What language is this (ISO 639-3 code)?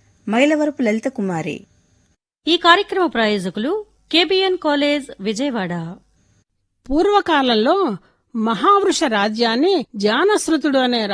tel